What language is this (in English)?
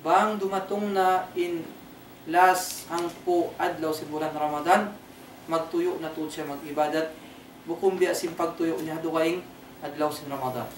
Tausug